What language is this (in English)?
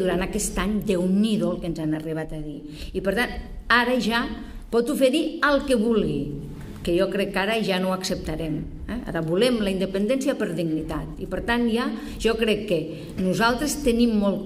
Catalan